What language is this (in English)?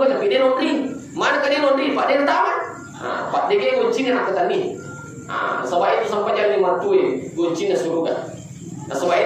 Buginese